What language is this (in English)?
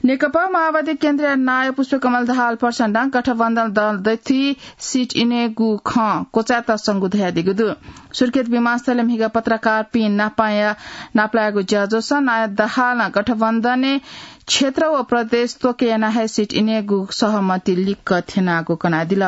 Newari